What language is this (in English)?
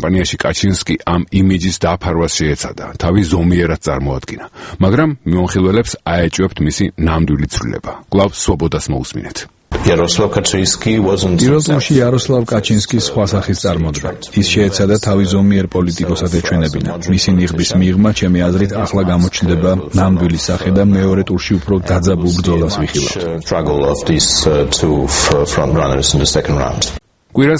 Georgian